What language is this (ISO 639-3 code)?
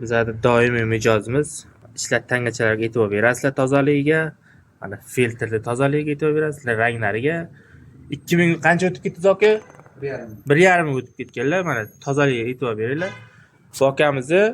uzb